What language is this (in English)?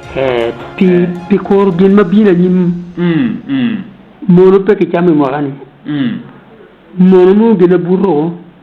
Acoli